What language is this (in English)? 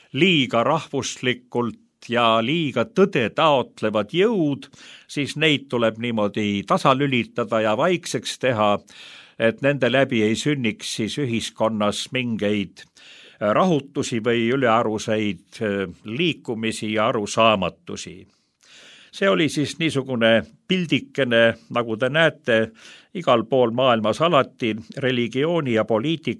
Estonian